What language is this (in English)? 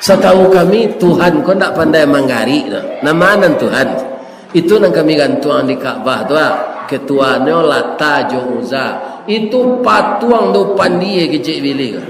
Minangkabau